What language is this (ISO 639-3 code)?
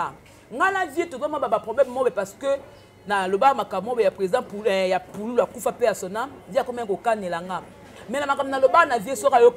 lin